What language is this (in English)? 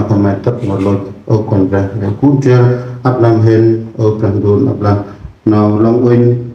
Central Mnong